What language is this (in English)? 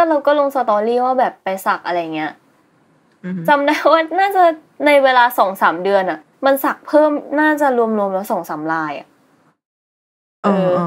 Thai